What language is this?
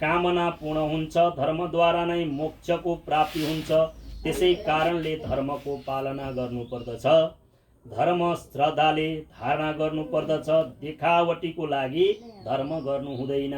Nepali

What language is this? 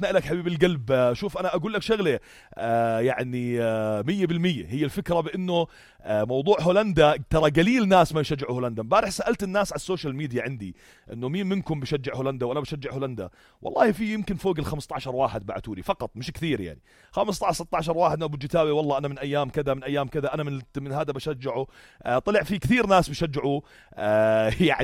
North Levantine Arabic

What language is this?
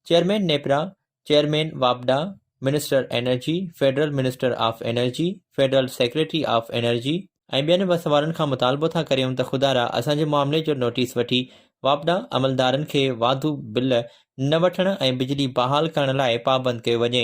Sindhi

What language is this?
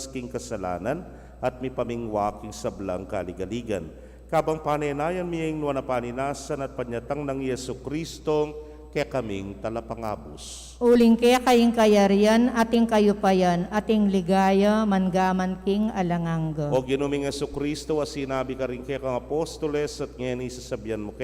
Pampanga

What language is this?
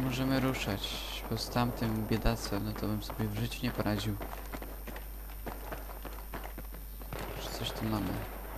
Polish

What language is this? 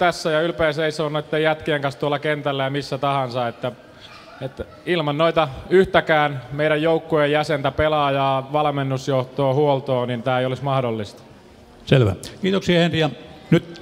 Finnish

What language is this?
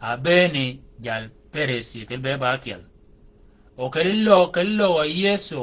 Shilluk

